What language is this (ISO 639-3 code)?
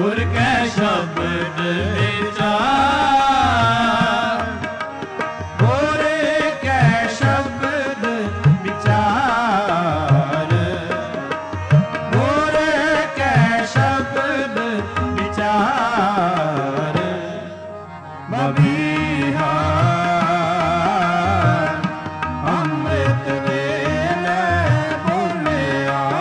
pan